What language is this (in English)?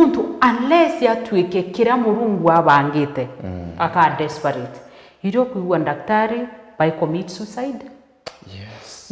Meru